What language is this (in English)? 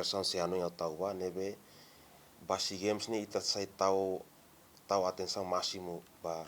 Tetum